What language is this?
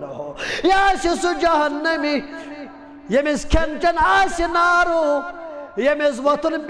Kashmiri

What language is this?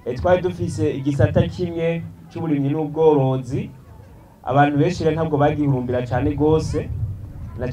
Rundi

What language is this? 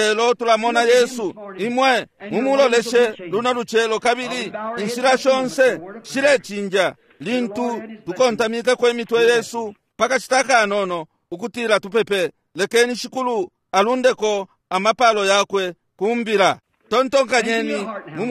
Bemba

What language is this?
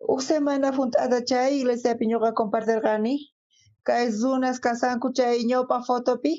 South Bolivian Quechua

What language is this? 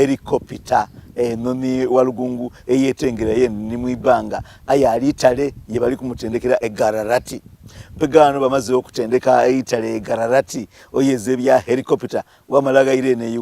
Soga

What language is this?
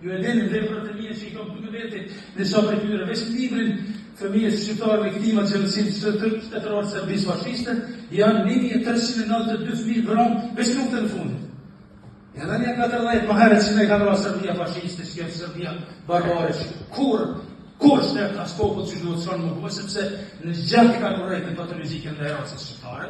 Albanian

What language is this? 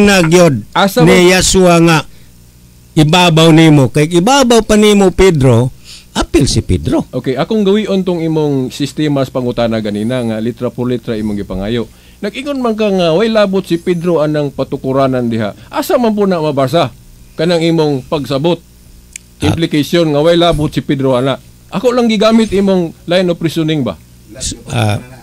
Cebuano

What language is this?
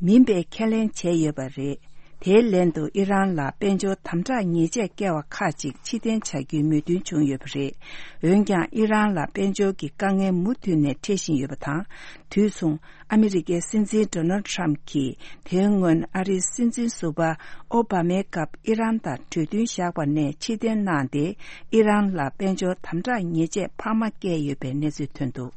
Tibetan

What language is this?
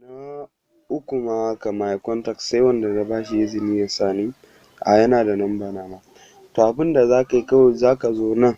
Hausa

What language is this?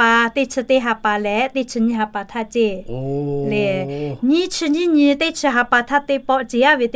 Lahu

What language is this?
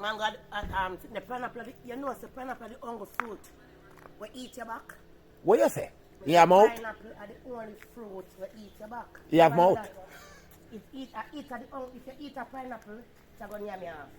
Jamaican Creole English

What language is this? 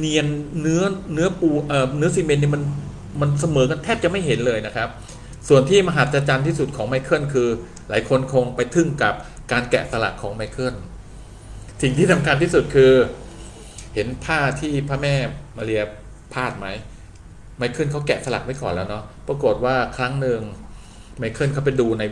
Thai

